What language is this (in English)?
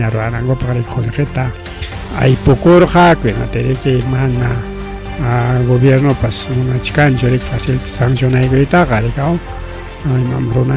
Ayacucho Quechua